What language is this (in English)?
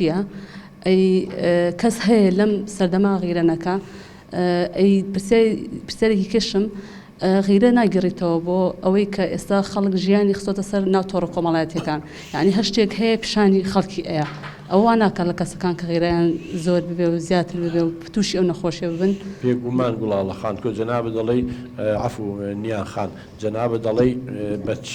Central Kurdish